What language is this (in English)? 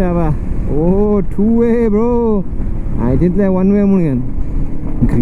Konkani